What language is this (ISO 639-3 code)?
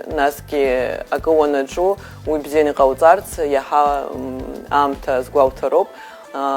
abk